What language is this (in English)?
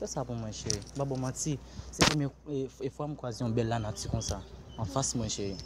Haitian Creole